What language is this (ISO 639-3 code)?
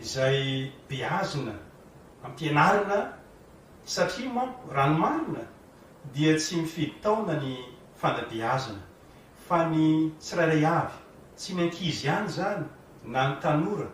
mlg